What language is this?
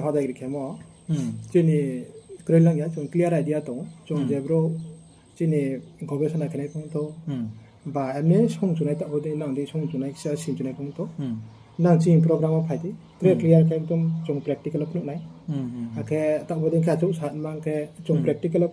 Riang (India)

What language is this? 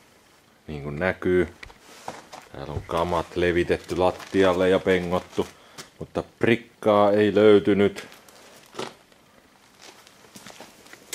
Finnish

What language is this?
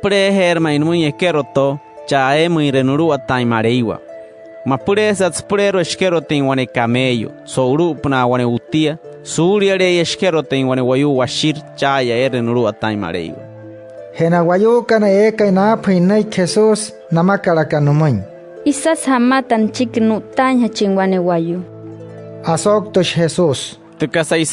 Wayuu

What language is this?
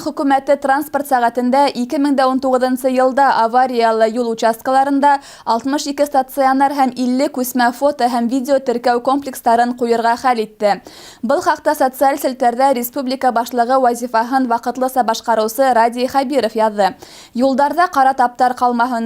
Bashkir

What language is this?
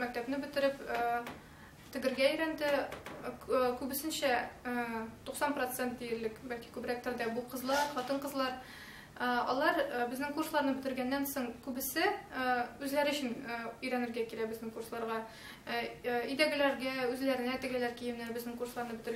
Tatar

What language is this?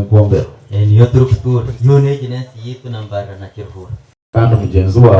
Nyankole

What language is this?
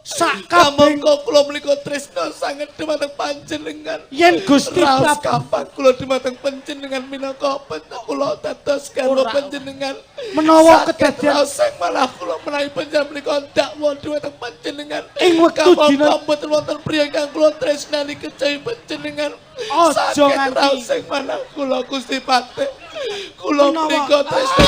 Javanese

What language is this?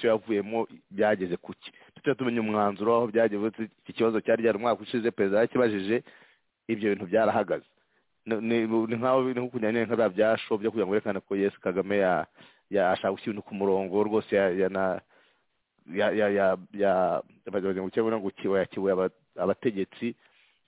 Kinyarwanda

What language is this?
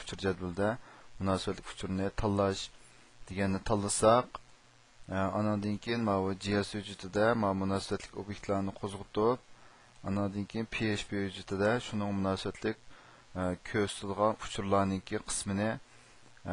Uyghur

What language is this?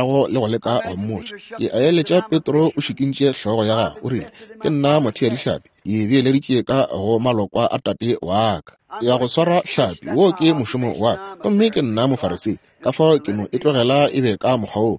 Northern Sotho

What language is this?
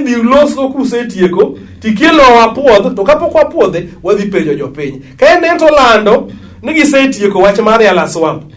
Luo (Kenya and Tanzania)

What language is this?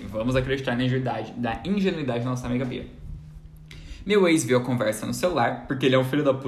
Portuguese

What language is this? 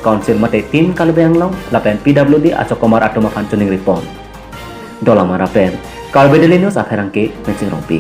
Karbi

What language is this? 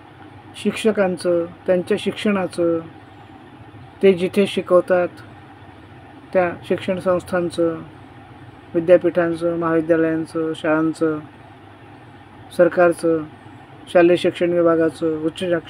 Marathi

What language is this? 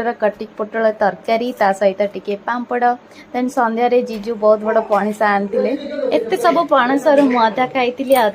Odia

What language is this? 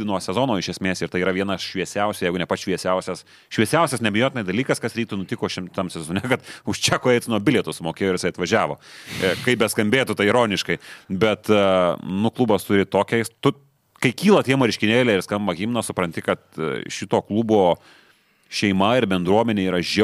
Lithuanian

